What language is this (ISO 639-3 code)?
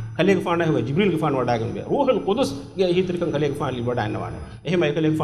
div